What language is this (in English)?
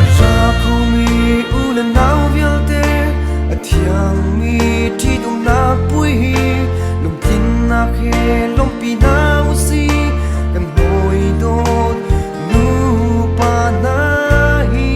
Hakha Chin